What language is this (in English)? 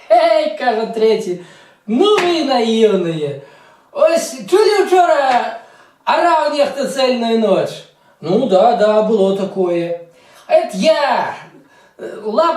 Belarusian